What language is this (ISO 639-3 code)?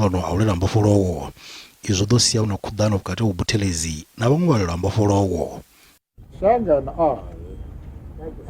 ven